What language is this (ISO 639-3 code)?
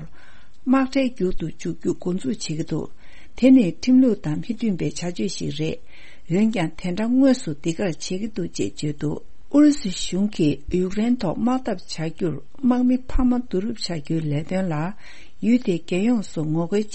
bod